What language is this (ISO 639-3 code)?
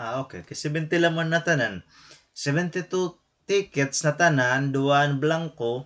war